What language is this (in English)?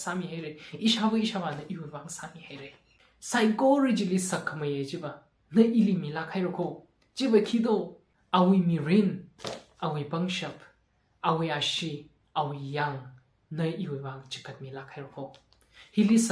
Tangkhul Naga (India)